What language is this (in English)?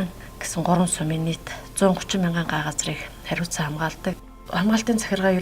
Mongolian